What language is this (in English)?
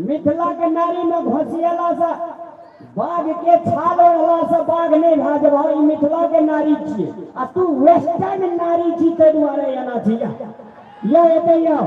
Maithili